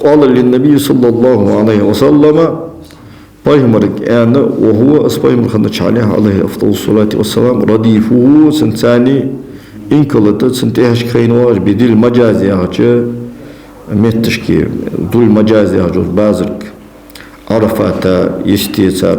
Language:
Ingush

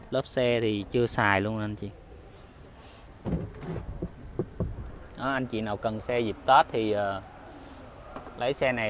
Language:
Vietnamese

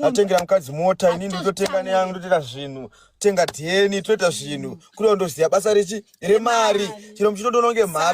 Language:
Shona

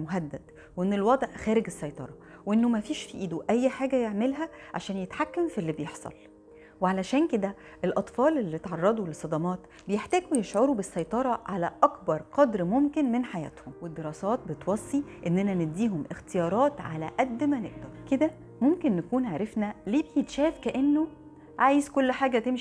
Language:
Egyptian Arabic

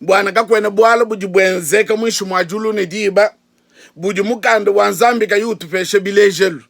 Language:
Luba-Lulua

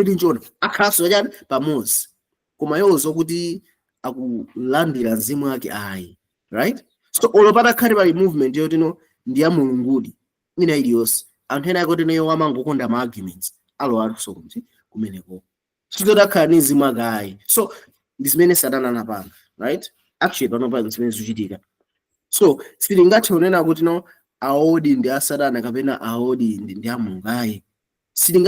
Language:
Nyanja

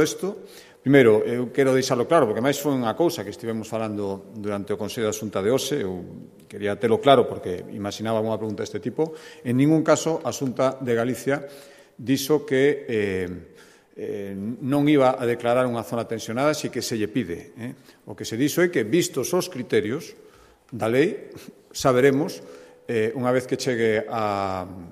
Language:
Galician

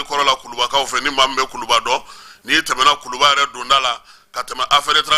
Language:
Bambara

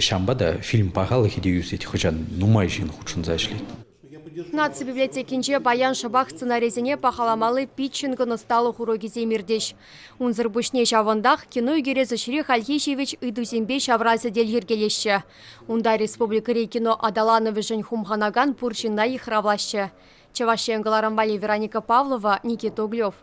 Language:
Chuvash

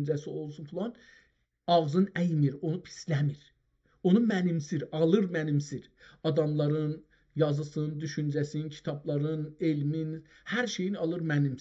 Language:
South Azerbaijani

